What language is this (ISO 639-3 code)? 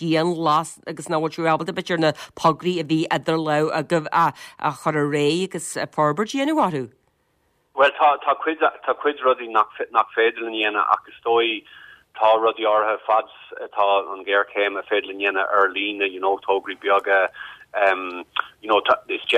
gle